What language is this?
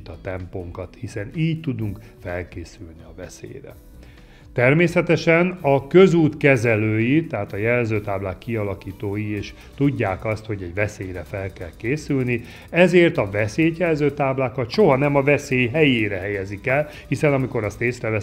Hungarian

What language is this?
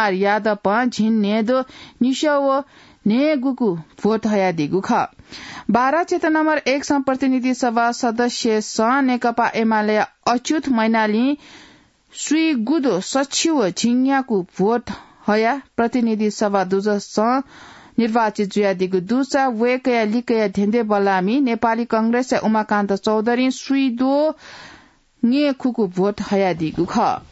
Newari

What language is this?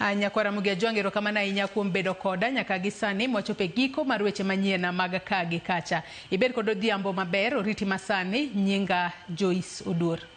Luo (Kenya and Tanzania)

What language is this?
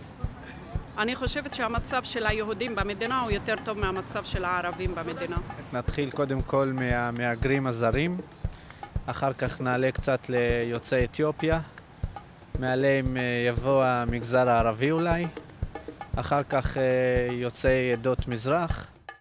Hebrew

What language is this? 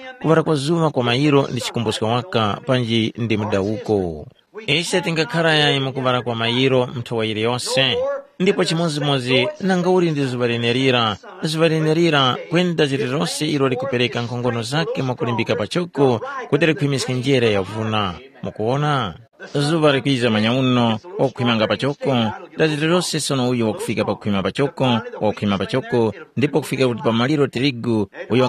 Tumbuka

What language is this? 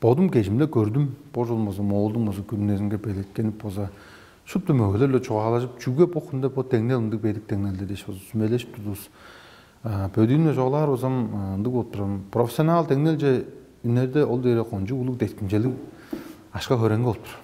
Tuvinian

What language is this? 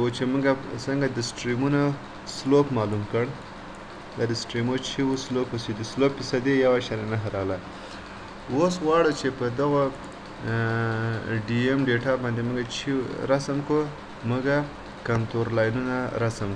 Pashto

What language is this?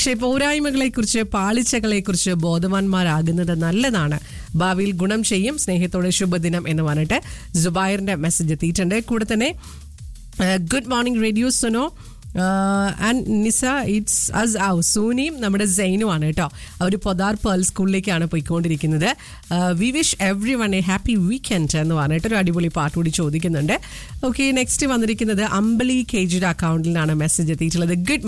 Malayalam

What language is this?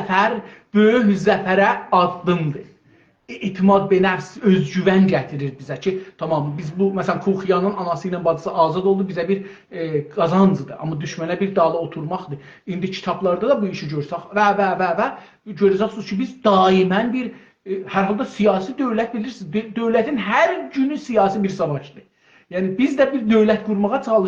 South Azerbaijani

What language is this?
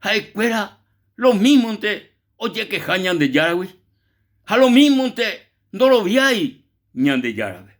Guarani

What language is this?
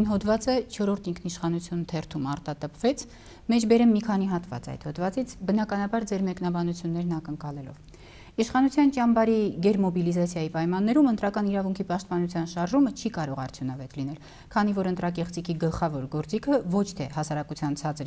Armenian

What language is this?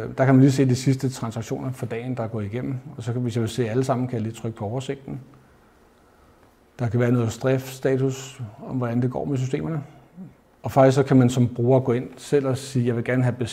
Danish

